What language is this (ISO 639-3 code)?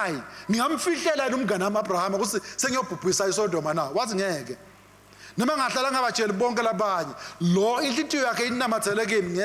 ssw